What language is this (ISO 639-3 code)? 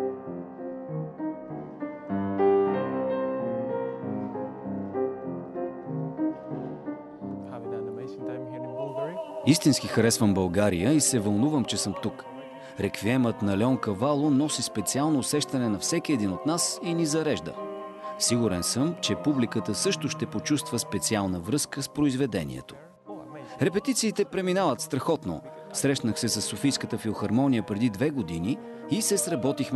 bul